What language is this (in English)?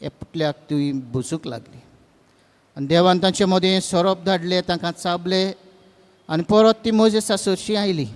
Konkani